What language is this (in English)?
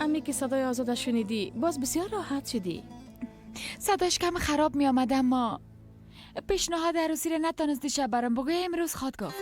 Persian